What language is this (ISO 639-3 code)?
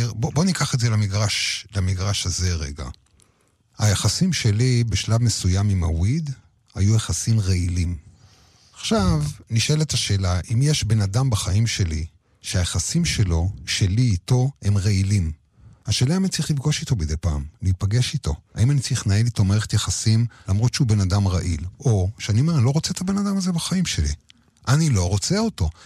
heb